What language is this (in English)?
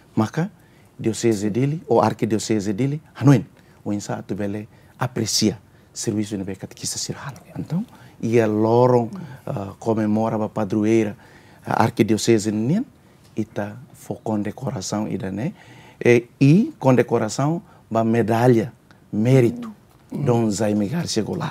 Tetum